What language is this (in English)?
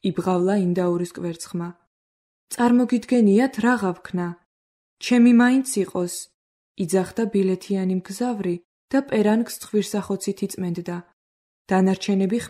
Georgian